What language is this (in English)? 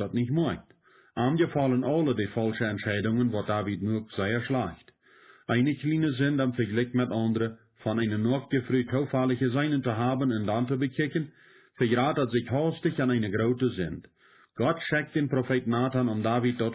Plautdietsch